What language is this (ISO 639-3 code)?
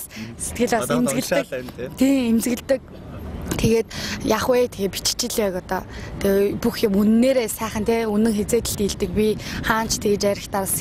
mon